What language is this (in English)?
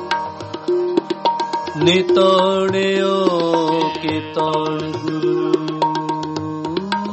Punjabi